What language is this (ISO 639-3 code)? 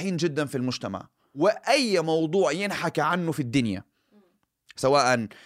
apc